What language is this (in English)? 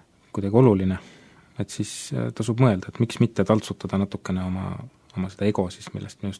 Estonian